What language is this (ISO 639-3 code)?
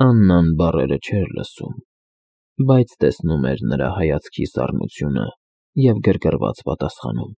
hye